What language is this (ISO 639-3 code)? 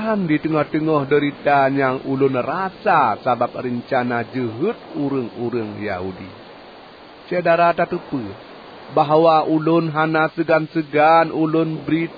ace